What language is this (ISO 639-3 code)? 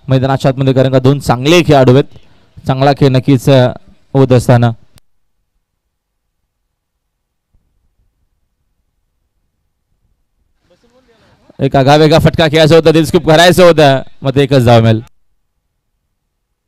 mar